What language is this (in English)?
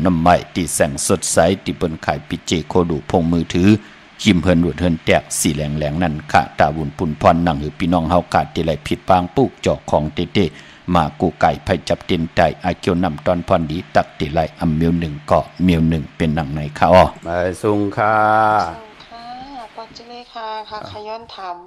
Shan